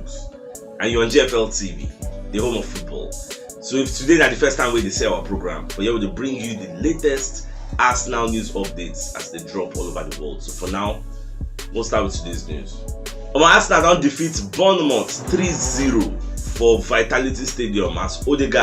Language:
Nigerian Pidgin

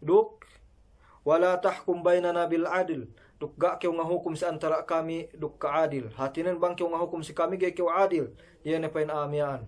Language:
Yakan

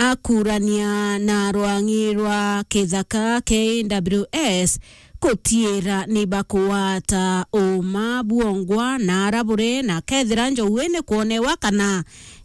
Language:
Meru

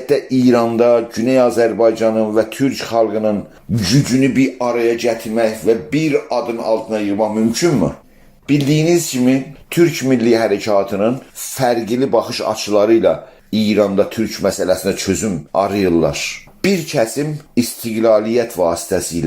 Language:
South Azerbaijani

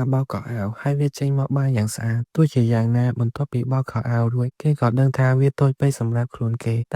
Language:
Khmer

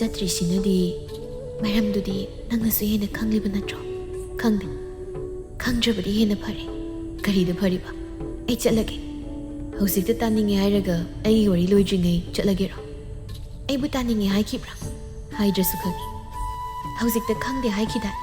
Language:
Manipuri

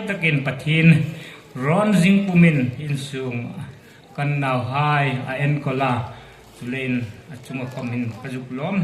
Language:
Hmar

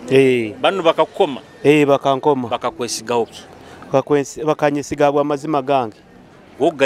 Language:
Nyoro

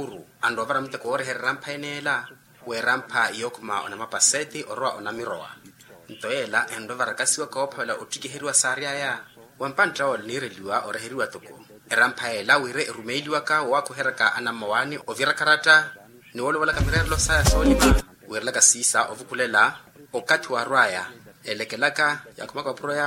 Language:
Makhuwa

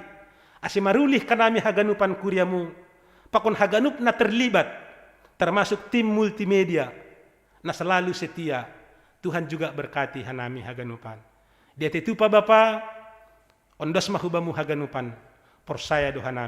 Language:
Batak Simalungun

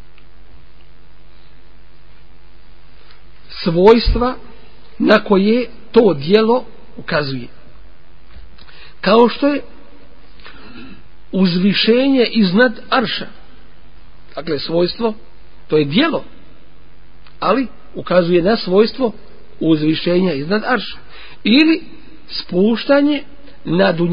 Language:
Bosnian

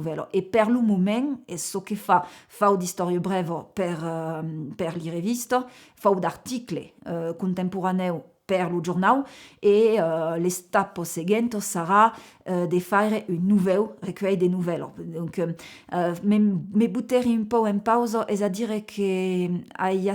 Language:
Occitan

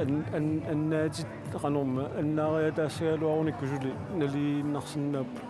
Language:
Kalaallisut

